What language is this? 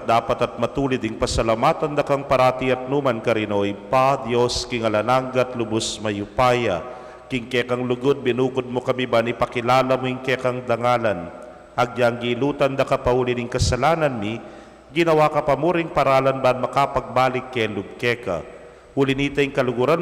Pampanga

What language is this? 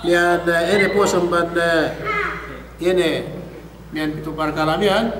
Yakan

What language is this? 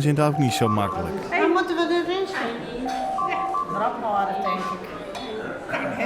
Western Frisian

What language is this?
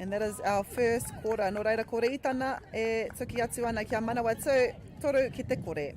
Māori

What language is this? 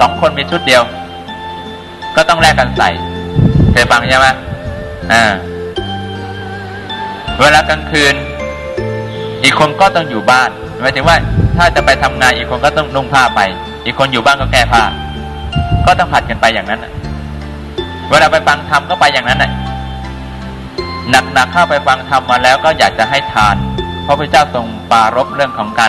Thai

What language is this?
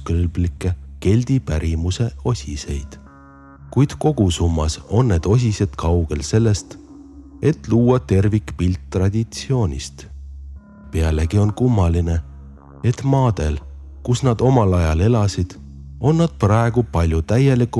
Estonian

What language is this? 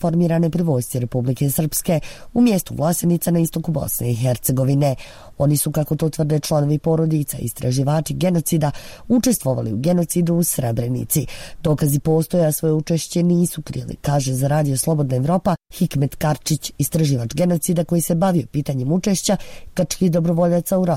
Bosnian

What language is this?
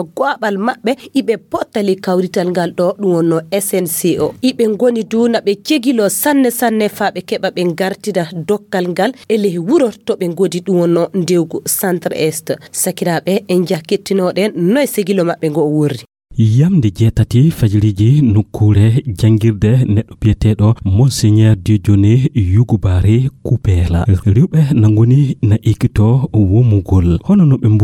Fula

